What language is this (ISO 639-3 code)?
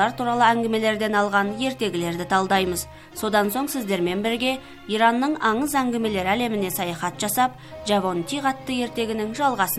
kaz